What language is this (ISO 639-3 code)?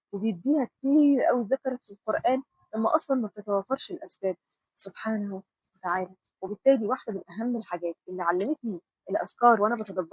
arz